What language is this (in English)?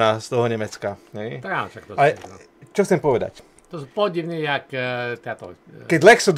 Slovak